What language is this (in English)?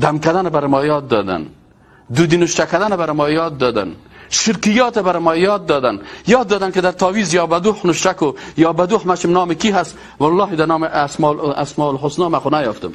Persian